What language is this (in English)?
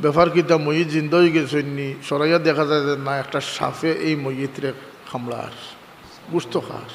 Sylheti